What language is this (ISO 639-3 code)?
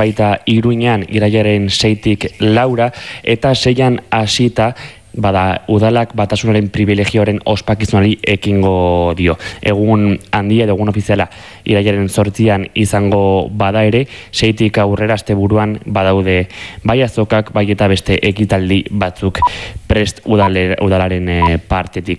eus